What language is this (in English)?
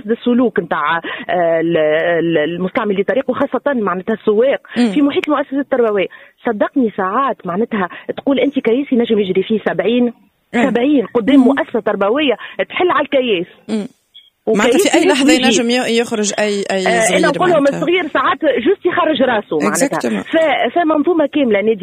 Tunisian Arabic